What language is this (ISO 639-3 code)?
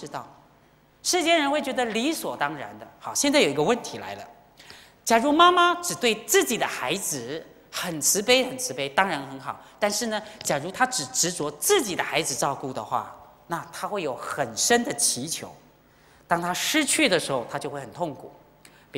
zho